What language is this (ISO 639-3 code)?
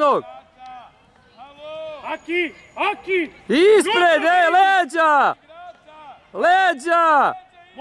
srp